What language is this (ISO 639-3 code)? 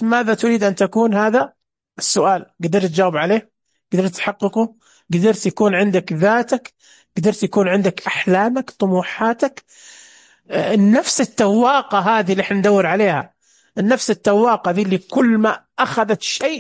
ars